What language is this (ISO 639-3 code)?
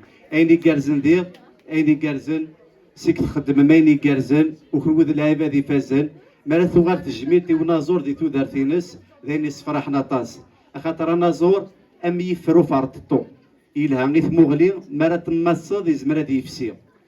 kab